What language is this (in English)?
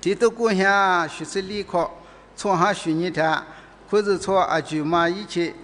Lisu